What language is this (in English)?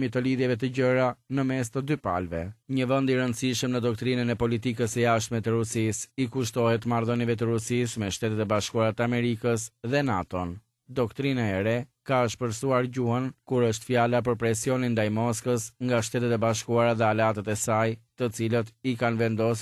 Albanian